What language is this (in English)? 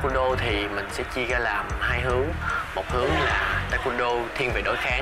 Vietnamese